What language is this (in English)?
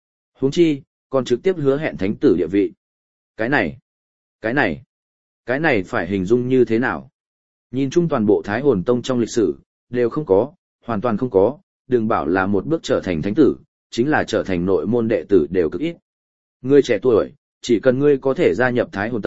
Vietnamese